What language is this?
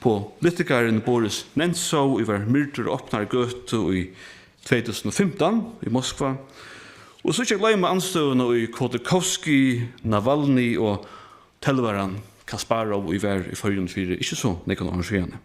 Faroese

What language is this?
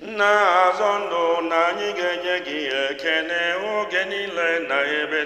Igbo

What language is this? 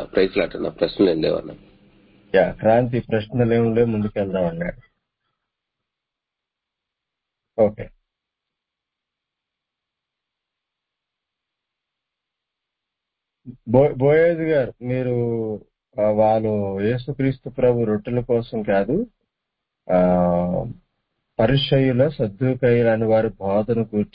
Telugu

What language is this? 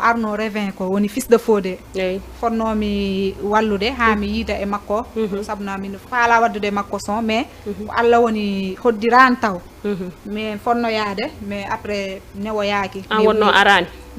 Fula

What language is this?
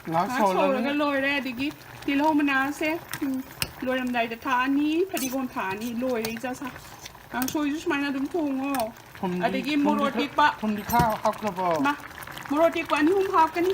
Manipuri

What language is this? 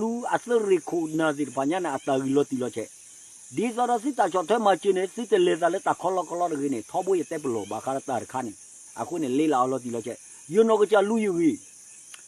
S'gaw Karen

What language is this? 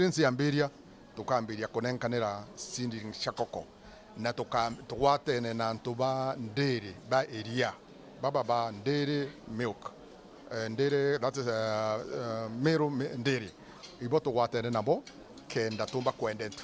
Meru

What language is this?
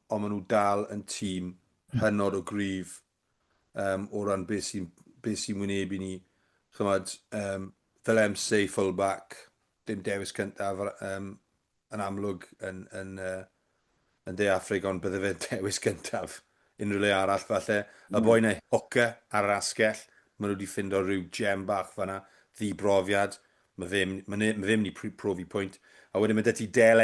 Welsh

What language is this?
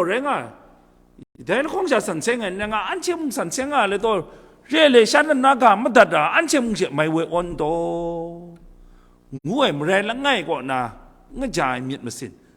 Kachin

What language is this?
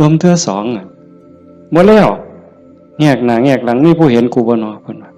Northeastern Thai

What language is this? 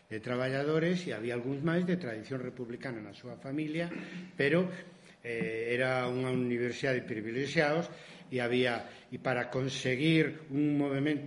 Galician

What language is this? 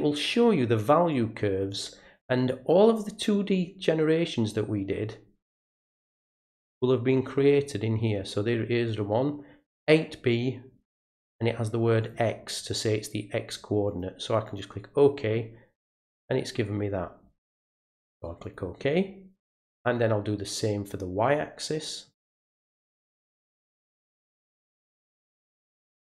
English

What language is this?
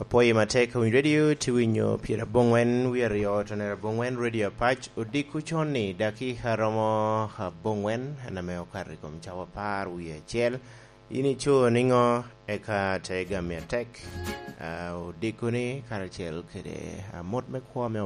Lango (Uganda)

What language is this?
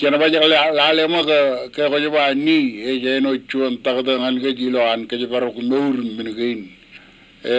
Marshallese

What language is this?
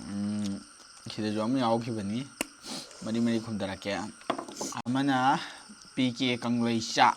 Manipuri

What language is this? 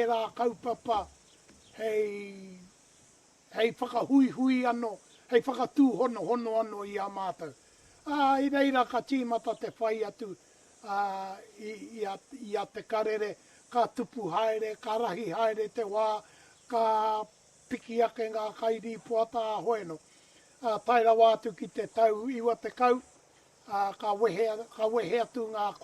Māori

